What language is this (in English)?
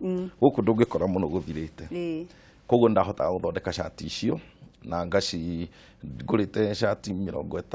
Kikuyu